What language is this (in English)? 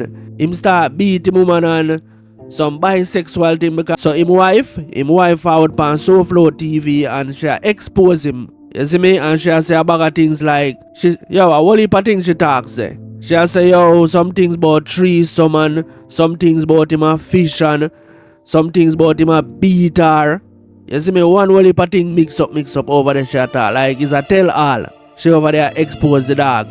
Jamaican Creole English